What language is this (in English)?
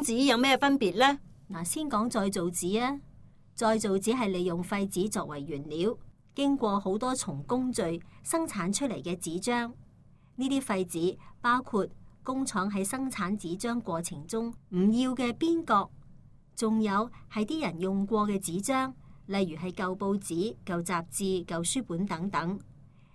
Cantonese